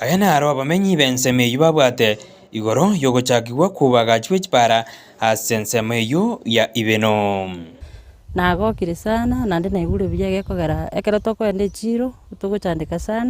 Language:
Gusii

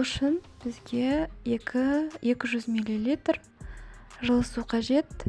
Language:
Kazakh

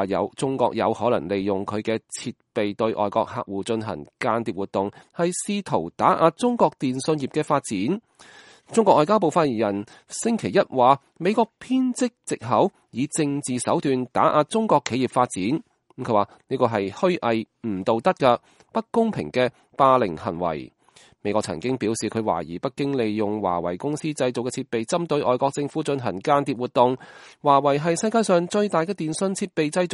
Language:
Cantonese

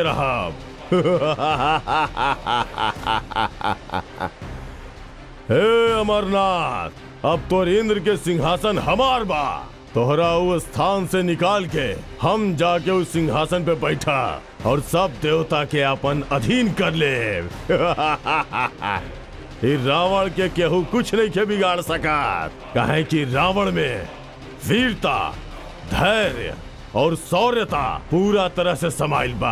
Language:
Bhojpuri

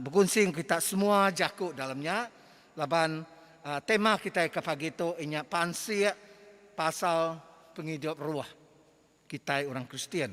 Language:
Iban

